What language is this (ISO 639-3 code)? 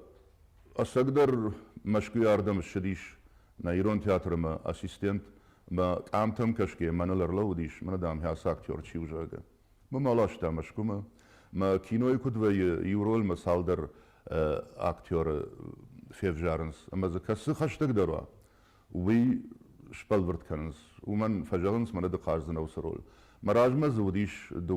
oss